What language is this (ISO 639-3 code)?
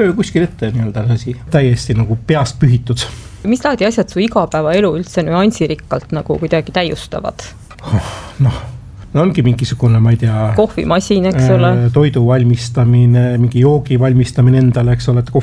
est